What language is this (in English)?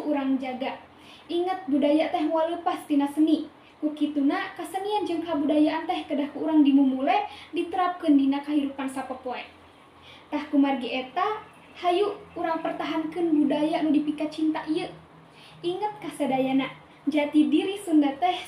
Sundanese